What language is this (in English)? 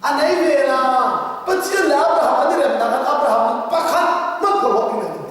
Hakha Chin